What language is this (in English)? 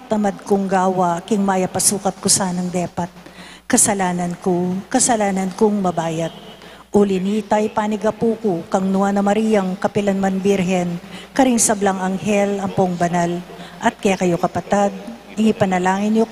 Pampanga